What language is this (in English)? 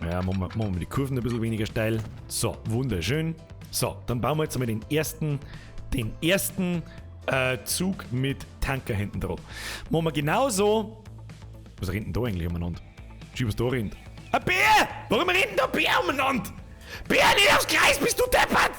Bavarian